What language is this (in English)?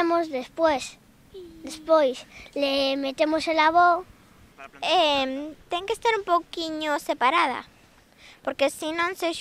Galician